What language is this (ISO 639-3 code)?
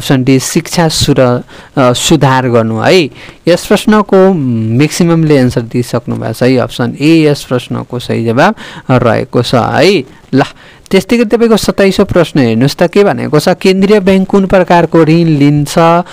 nep